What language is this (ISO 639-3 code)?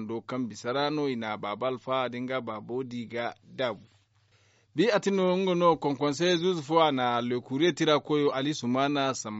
dje